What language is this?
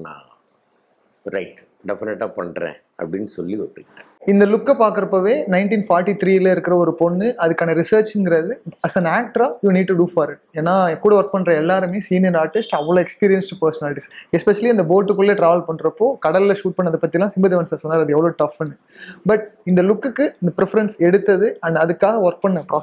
Tamil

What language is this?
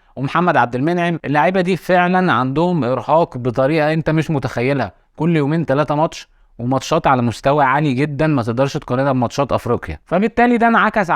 Egyptian Arabic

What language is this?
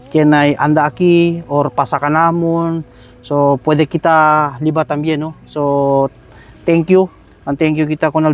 Chavacano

